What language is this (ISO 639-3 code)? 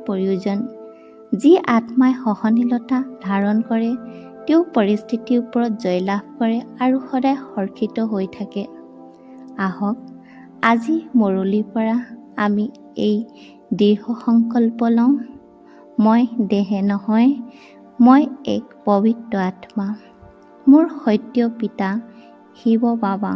asm